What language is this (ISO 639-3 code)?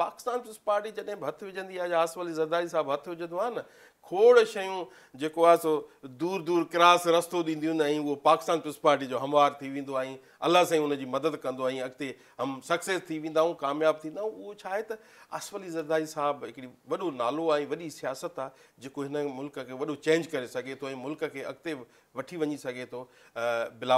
snd